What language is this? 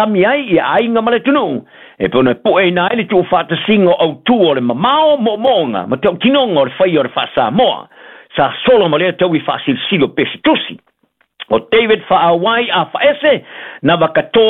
Samoan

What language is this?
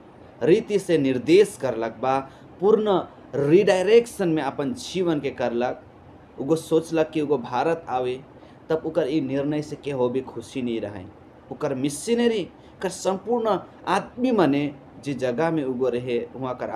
Sadri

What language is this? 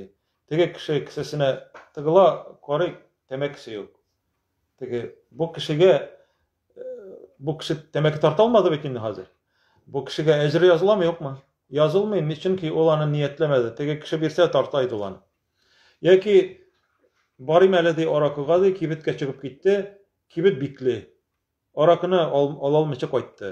Tatar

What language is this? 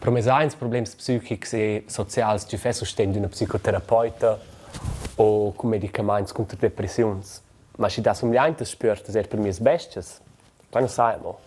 Romansh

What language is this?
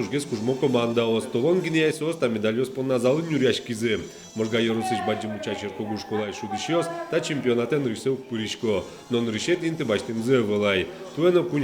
Udmurt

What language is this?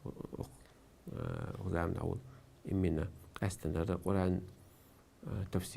Chechen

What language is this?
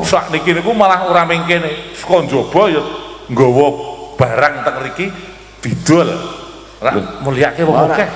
Javanese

